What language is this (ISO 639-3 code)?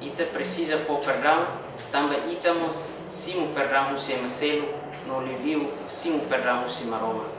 tet